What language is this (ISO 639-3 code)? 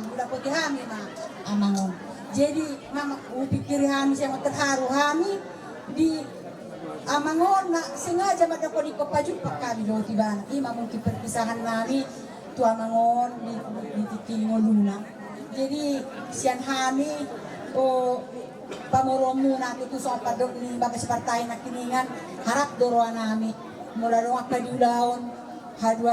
bbc